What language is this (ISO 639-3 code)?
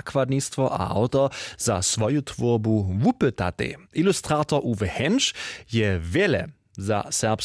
hsb